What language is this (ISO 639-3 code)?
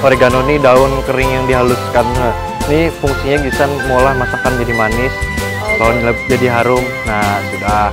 bjn